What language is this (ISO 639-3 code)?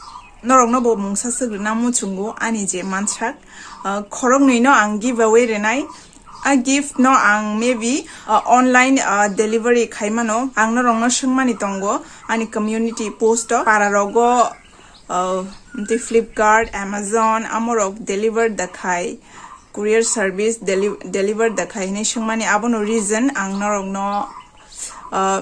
trp